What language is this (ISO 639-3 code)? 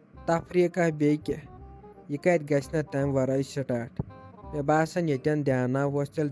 kas